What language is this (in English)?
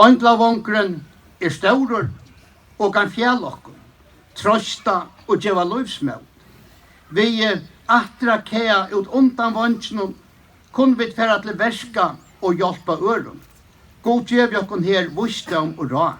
Faroese